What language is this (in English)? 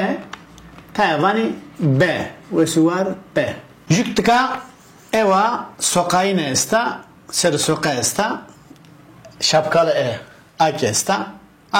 Zaza